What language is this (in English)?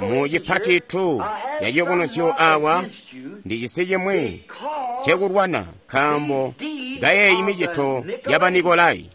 Tonga (Zambia)